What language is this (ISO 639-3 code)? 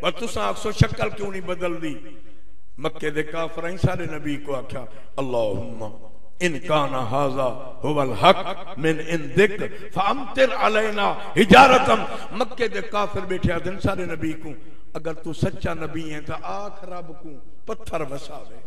skr